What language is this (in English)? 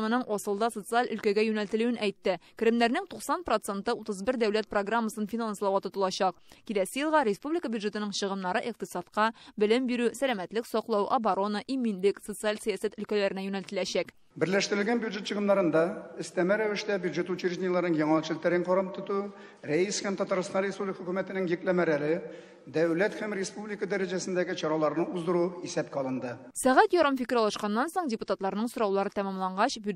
Tatar